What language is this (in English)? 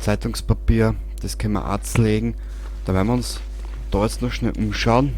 Bavarian